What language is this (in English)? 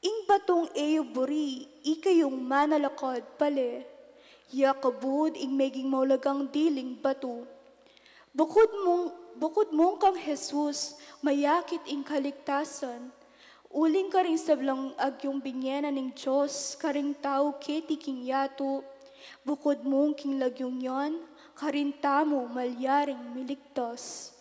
Pampanga